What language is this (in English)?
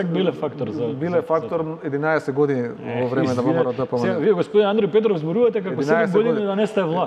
Macedonian